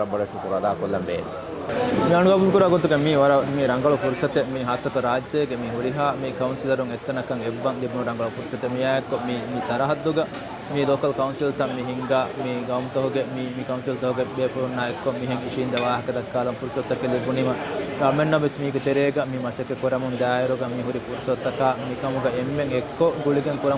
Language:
Divehi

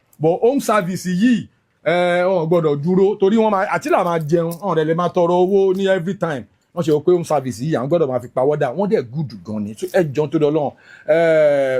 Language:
Yoruba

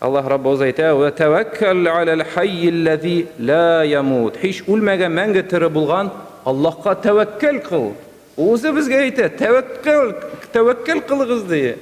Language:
Tatar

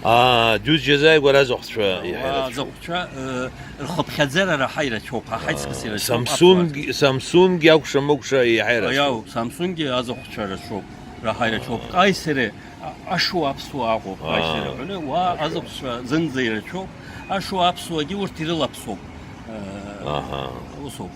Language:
Abkhazian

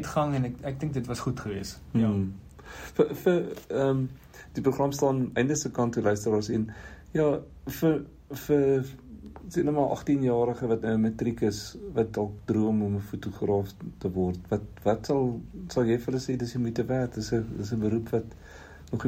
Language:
Afrikaans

